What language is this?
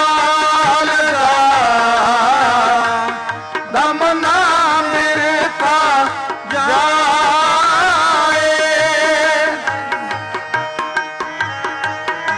Punjabi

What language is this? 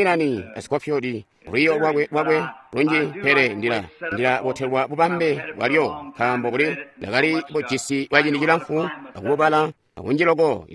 Tonga (Zambia)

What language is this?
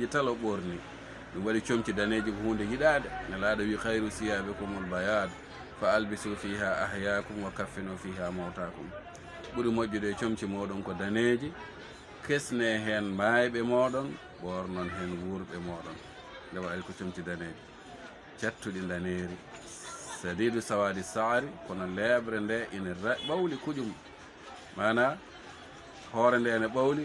Fula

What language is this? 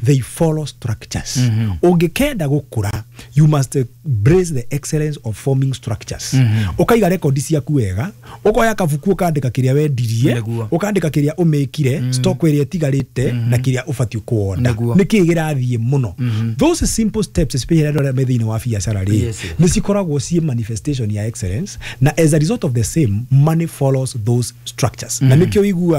Kikuyu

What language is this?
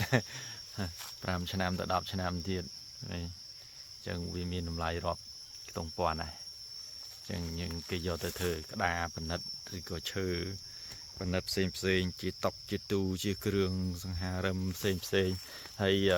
Khmer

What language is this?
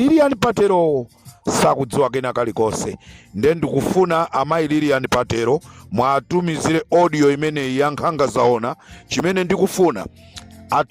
Nyanja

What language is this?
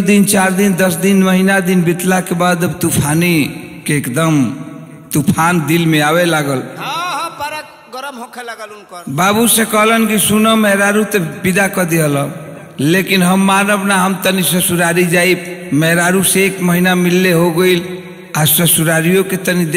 Bhojpuri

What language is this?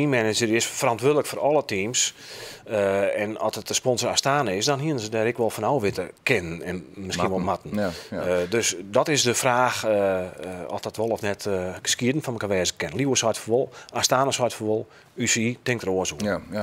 Western Frisian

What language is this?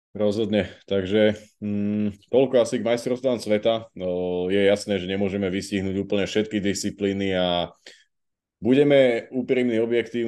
Slovak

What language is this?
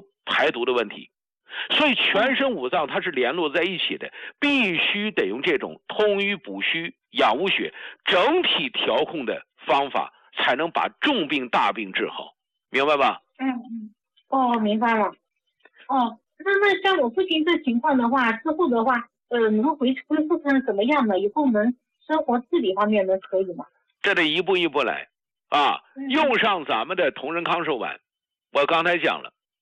Chinese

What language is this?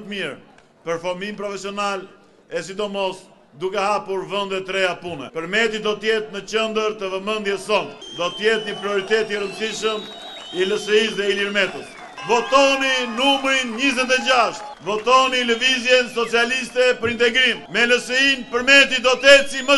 Albanian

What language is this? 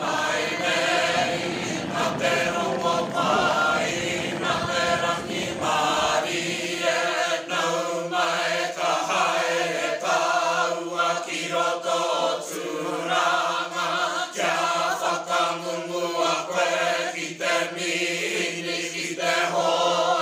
Māori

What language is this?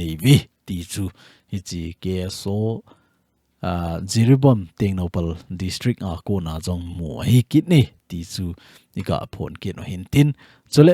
Thado Chin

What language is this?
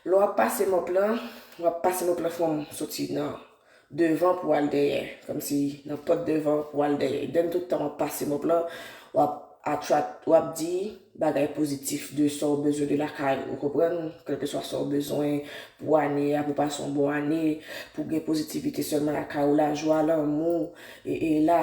Haitian Creole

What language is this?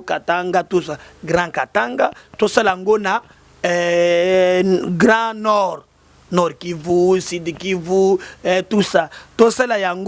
Lingala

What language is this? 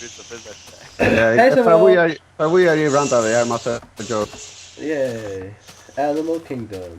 Faroese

